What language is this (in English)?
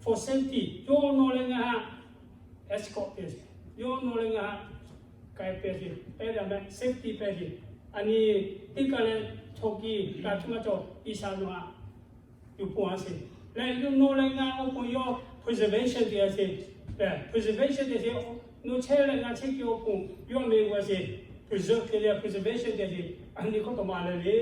Lahu